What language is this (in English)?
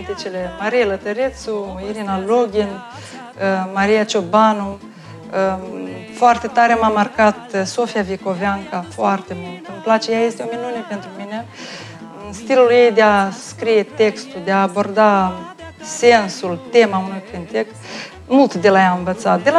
Romanian